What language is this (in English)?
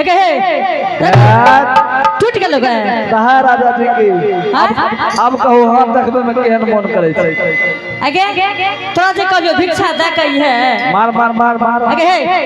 Angika